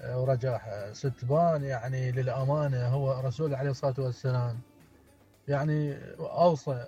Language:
Mesopotamian Arabic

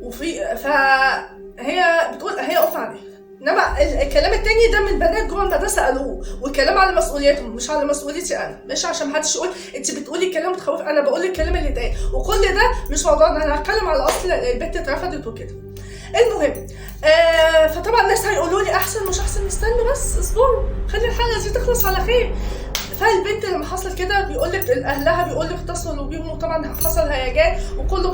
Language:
Egyptian Arabic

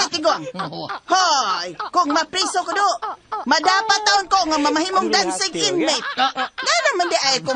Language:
Cebuano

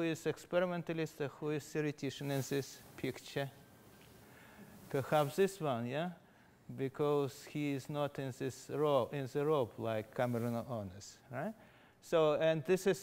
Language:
English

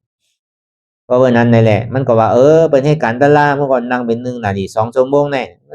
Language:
Shan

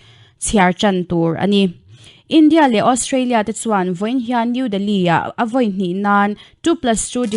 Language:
Mizo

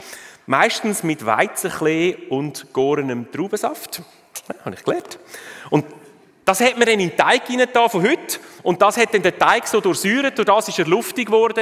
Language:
Swiss German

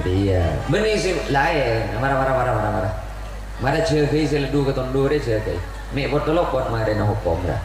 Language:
Madurese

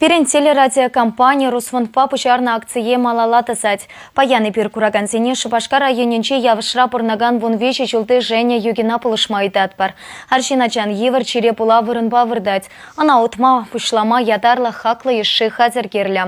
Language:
Chuvash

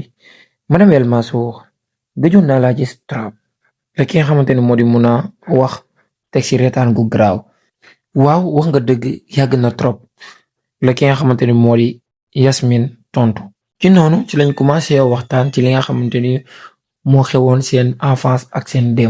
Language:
Wolof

